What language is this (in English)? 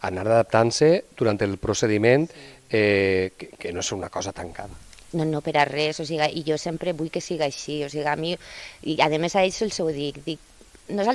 Catalan